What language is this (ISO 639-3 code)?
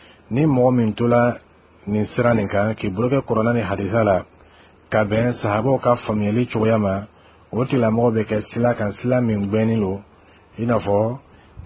bam